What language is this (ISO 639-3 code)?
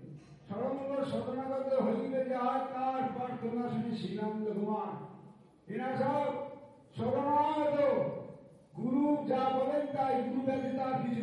ben